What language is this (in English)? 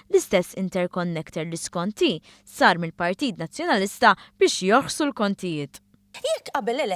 Maltese